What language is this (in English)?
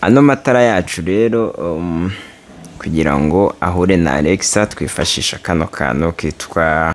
Kinyarwanda